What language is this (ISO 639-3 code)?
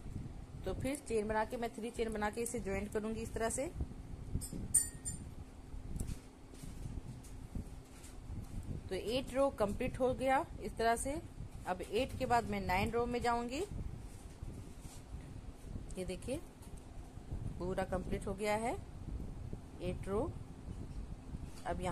hin